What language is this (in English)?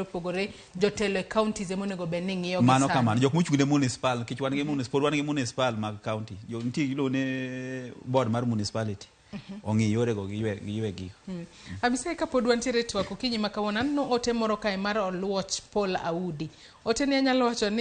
Luo (Kenya and Tanzania)